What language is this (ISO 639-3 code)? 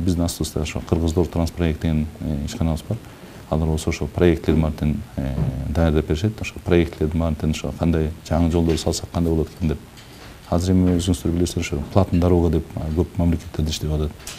kir